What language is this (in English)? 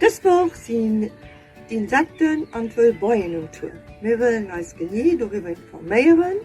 Luxembourgish